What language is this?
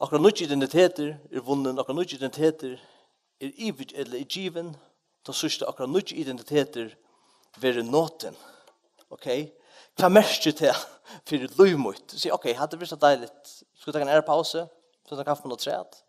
Faroese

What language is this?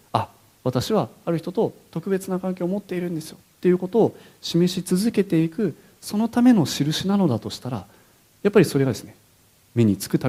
Japanese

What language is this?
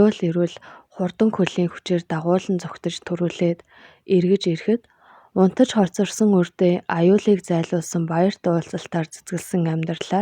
Mongolian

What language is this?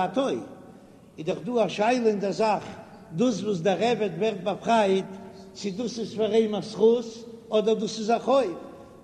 Yiddish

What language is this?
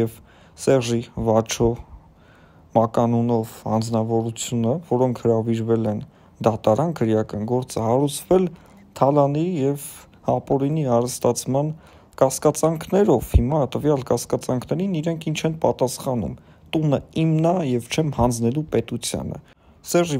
Armenian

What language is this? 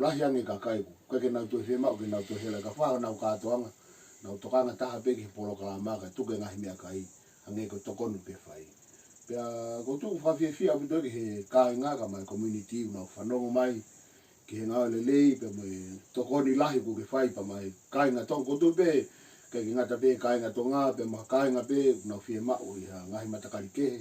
Tongan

